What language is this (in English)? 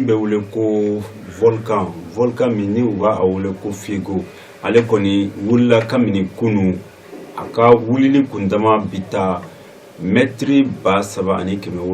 Bambara